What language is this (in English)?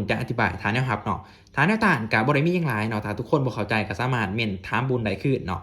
Lao